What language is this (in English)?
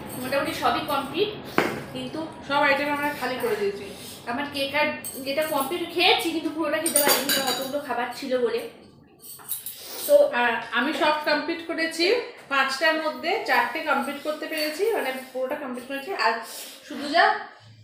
Bangla